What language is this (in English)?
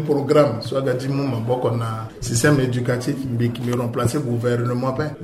Sango